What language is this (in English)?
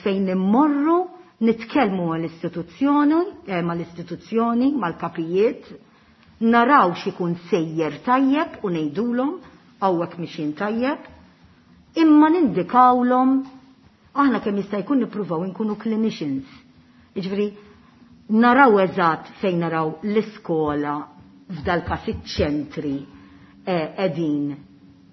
Maltese